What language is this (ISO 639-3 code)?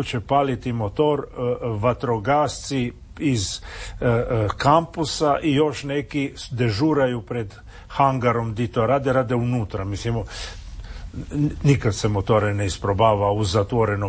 hrv